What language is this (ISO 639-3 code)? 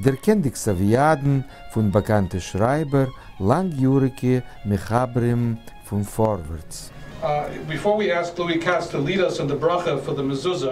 yid